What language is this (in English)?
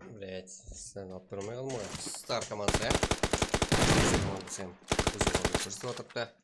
Kara-Kalpak